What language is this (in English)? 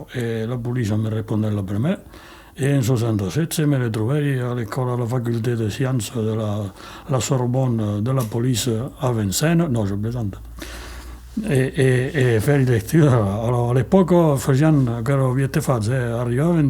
Occitan